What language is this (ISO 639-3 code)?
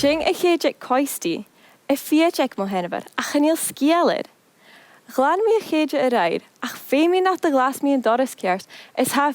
gla